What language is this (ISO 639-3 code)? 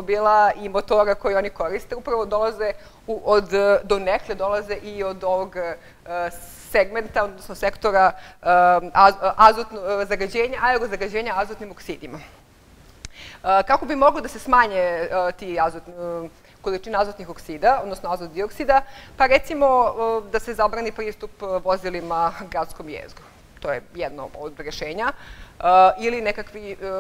srp